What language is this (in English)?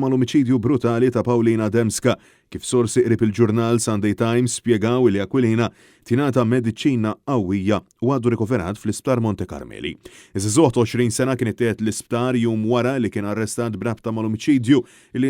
Maltese